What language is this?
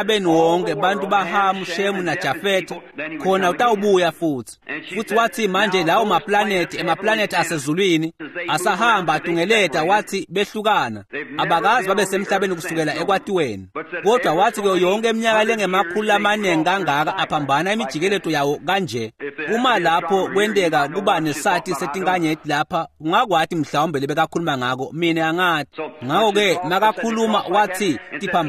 Swati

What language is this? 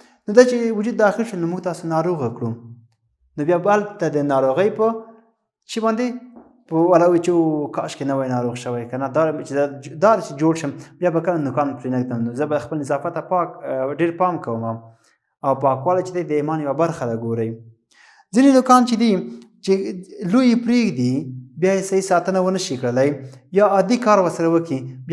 Pashto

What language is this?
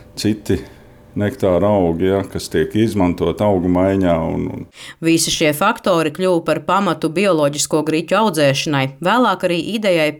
Latvian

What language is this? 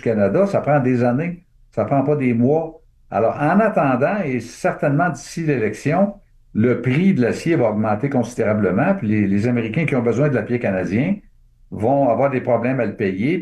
French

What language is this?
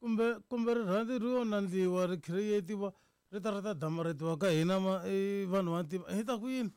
Tsonga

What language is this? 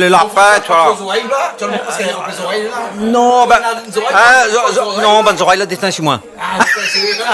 Réunion Creole French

